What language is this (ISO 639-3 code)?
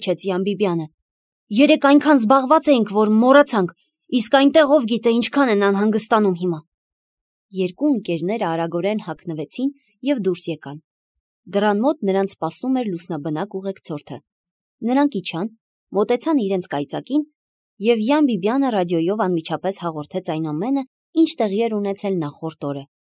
hye